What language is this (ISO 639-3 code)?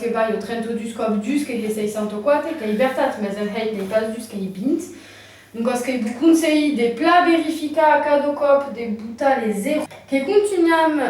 oci